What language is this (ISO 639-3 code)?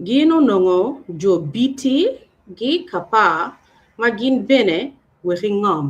ach